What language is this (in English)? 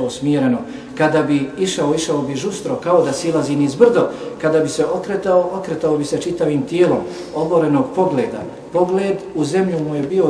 Bosnian